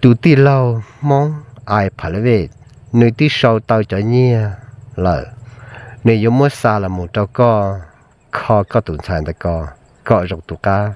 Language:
Hmong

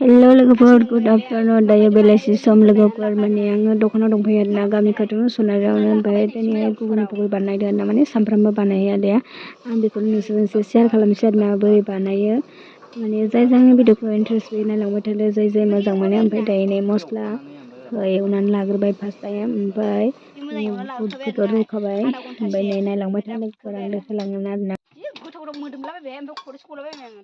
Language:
Bodo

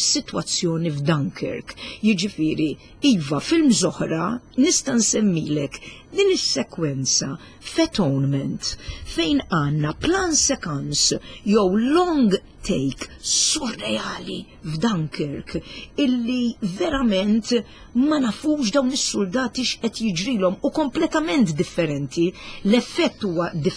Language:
Maltese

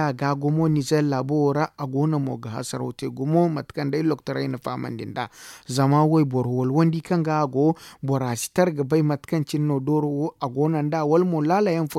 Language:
Zarma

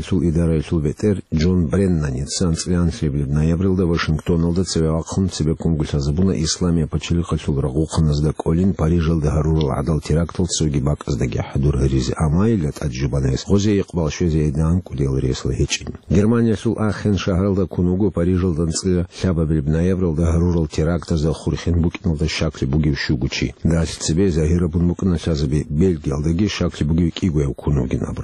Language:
Avaric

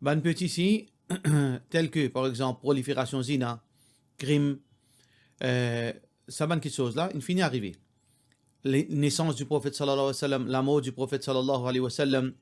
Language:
Morisyen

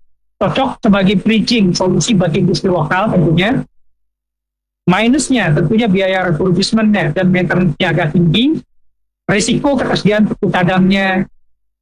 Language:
Indonesian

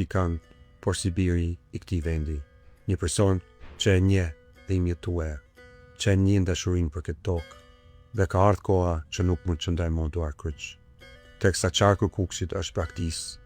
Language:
Albanian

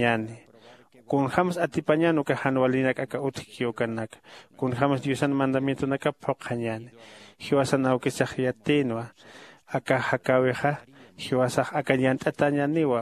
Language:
Aymara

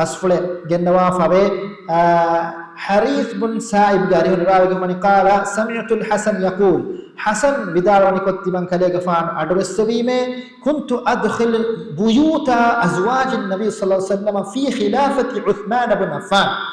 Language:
Divehi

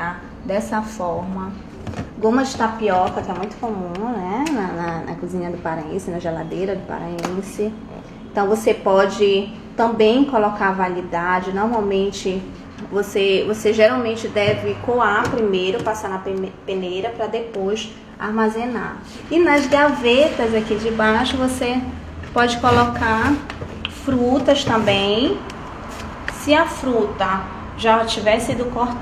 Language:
Portuguese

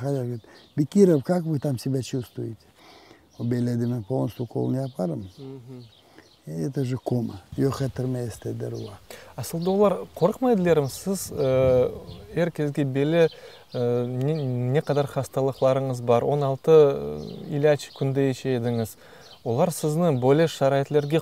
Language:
Crimean Tatar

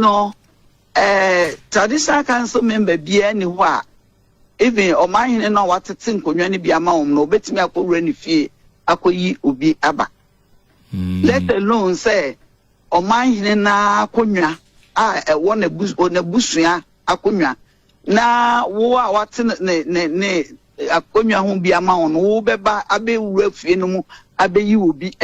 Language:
Akan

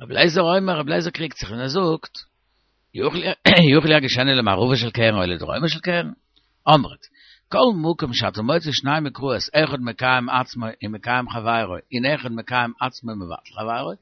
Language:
Yiddish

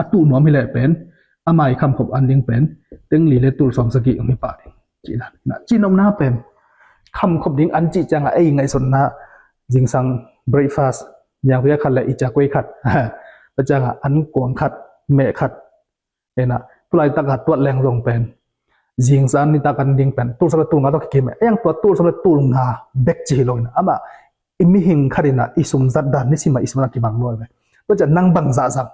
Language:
Tedim Chin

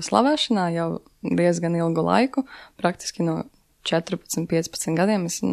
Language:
Latvian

